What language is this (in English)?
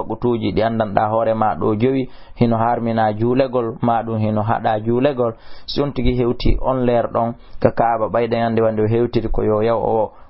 Fula